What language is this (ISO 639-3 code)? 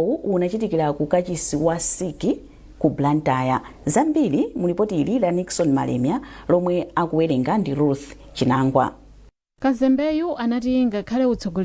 nya